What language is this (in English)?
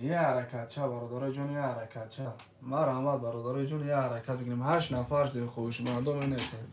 Tajik